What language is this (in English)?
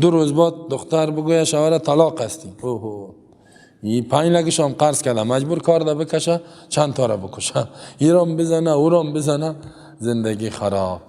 Persian